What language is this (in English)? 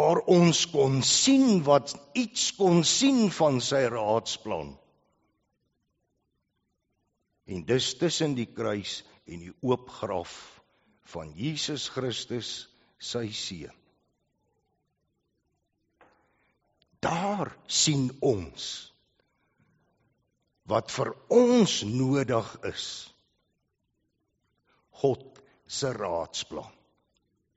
Afrikaans